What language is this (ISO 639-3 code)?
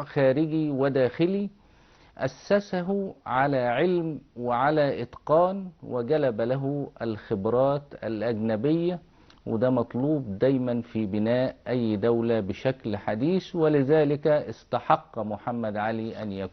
arz